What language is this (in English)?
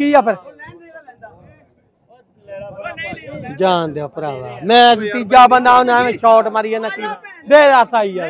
Punjabi